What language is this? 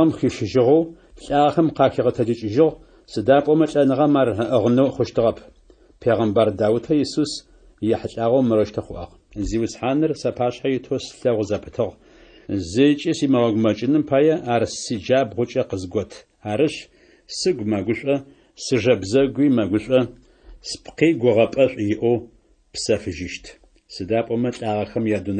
Adyghe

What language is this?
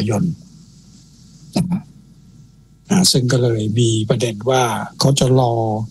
Thai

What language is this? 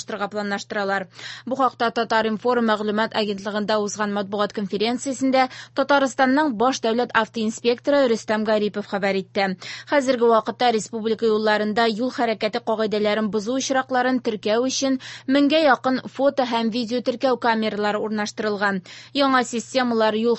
Tatar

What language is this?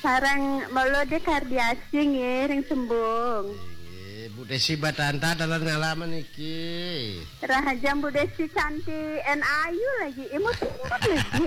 Balinese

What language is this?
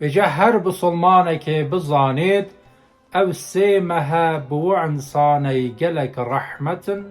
Kurdish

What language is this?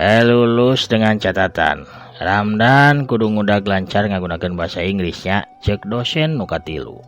Sundanese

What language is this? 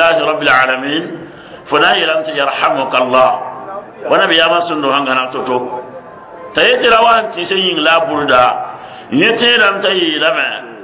Mossi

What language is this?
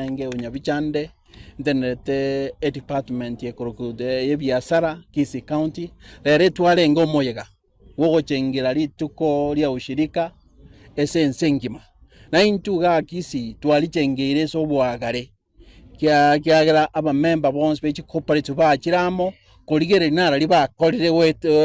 Gusii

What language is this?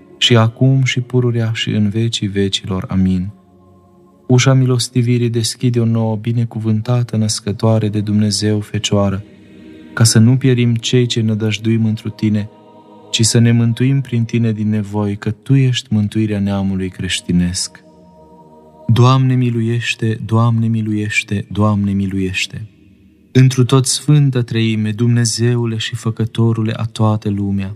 Romanian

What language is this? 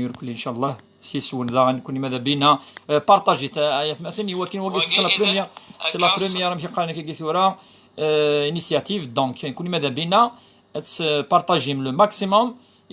Kabyle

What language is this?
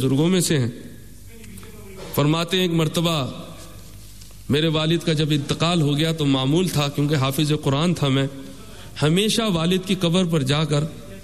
Urdu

